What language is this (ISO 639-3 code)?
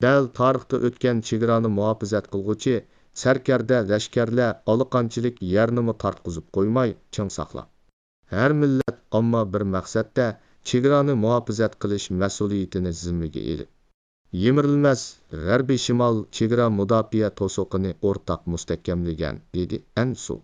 uig